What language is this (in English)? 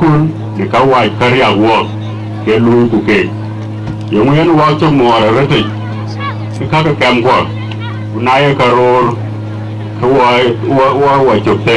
Dinka